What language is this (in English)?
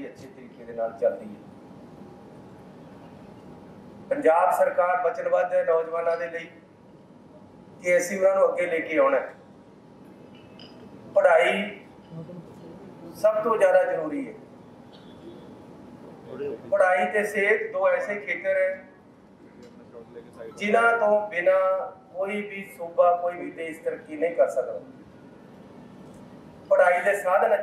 Punjabi